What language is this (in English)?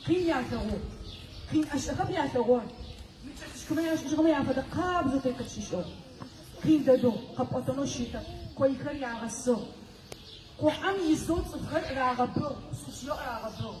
Adyghe